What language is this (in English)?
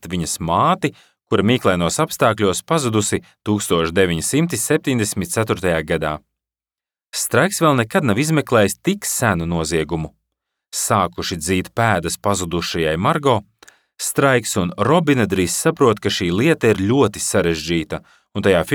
Latvian